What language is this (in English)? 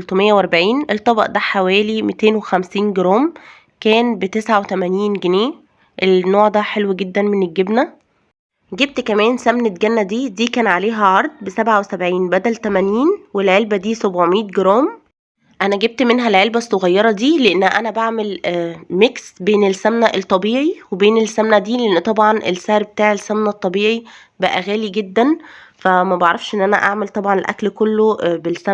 Egyptian Arabic